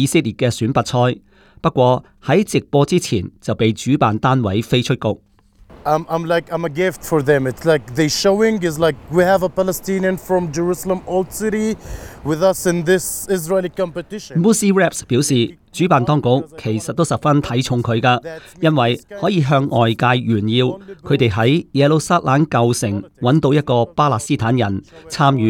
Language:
Cantonese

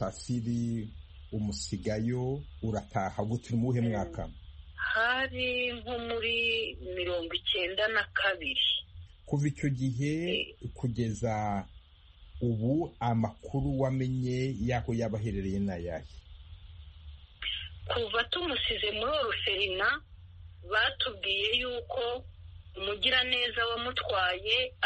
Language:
Kinyarwanda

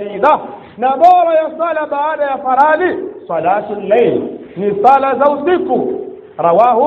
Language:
Swahili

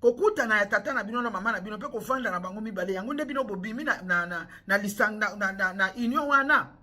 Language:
Lingala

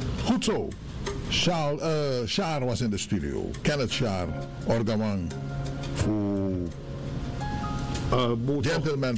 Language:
Dutch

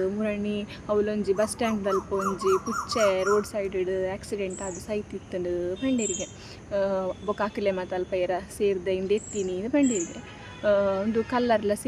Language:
Tulu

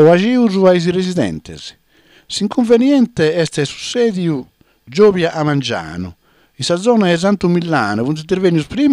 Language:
Sardinian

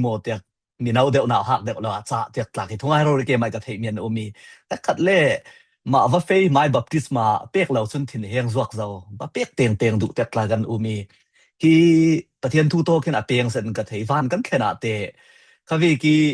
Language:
Falam Chin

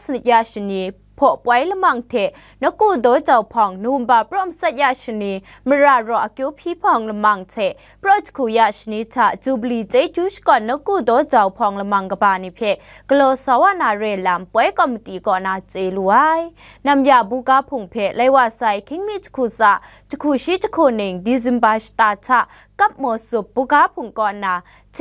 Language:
Kachin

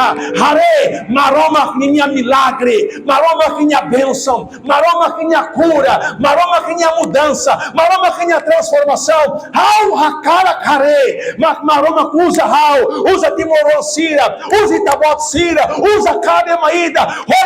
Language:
Tetum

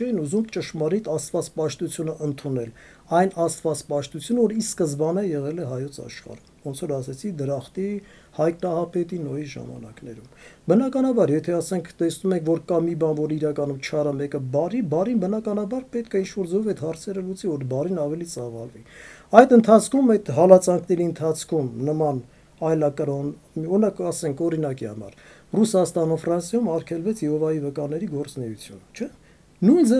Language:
Armenian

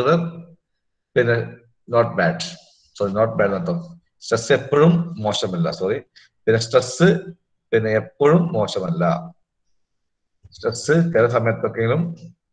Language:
Malayalam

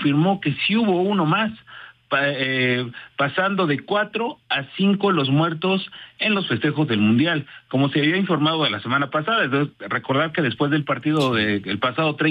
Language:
Spanish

